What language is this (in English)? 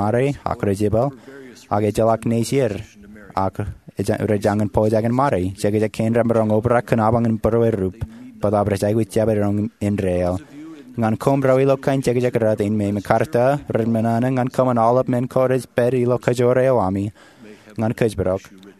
Marshallese